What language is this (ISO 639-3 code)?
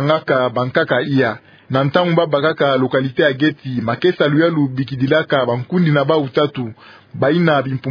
ktu